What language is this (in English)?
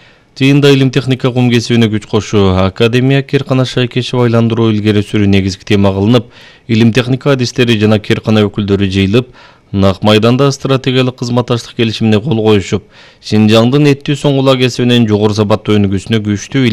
Kyrgyz